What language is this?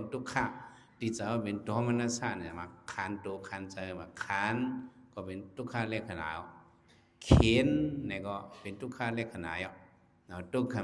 Shan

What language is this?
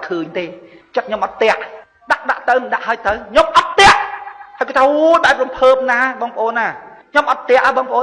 Khmer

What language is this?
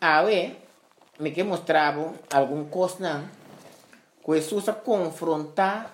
Papiamento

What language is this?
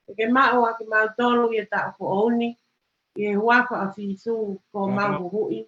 Tongan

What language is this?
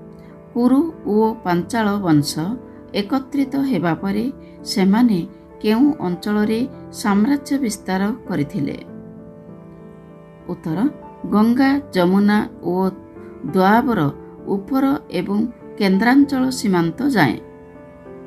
Odia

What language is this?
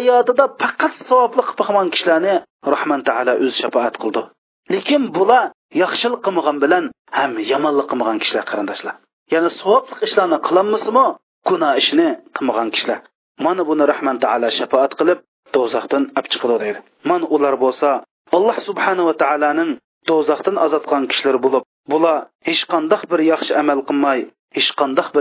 Uyghur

